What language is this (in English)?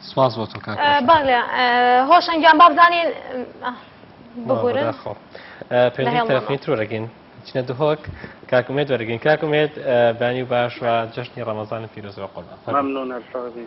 Kurdish